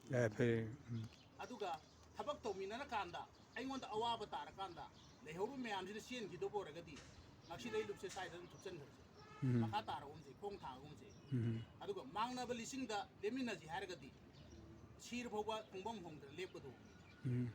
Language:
Manipuri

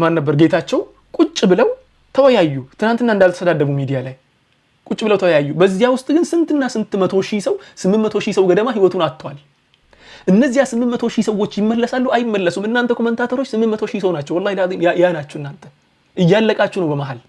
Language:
Amharic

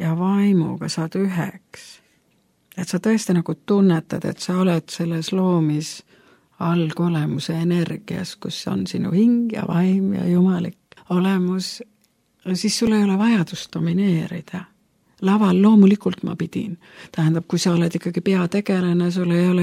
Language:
Estonian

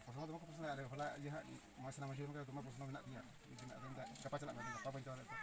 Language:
Santali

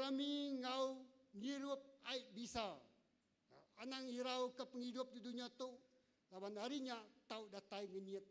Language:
Iban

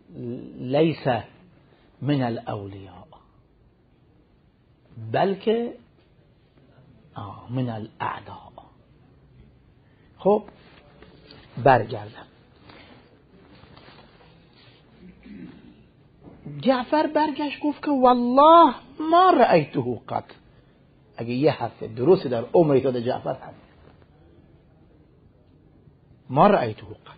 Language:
Persian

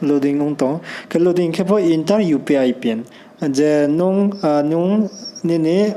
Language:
Riang (India)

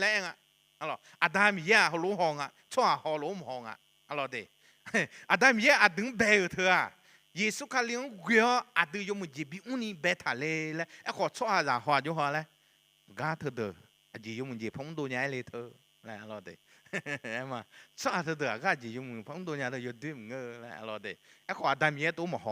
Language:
Akha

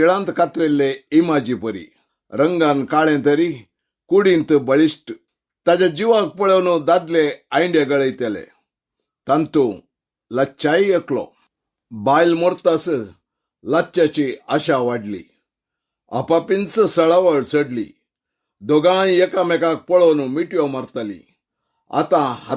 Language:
Konkani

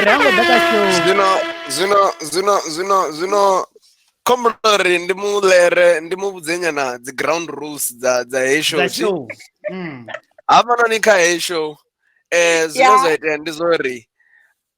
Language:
Venda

